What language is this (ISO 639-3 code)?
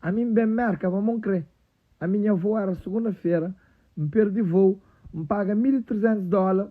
kea